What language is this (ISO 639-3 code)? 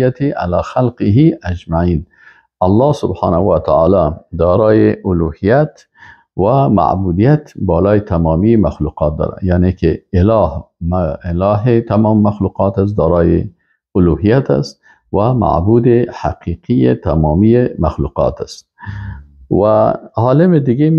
fas